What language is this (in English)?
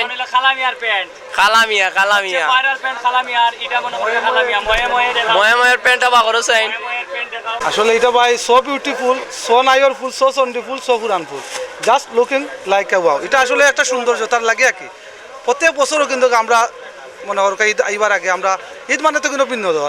Sylheti